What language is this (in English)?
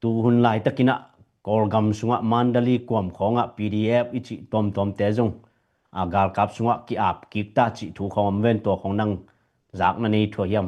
Tedim Chin